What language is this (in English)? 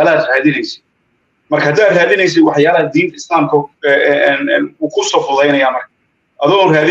Somali